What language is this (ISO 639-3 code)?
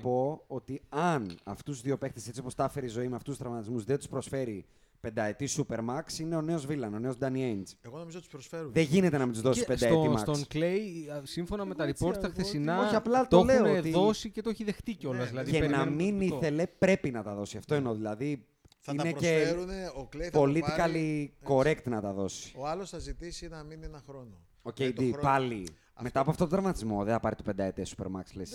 ell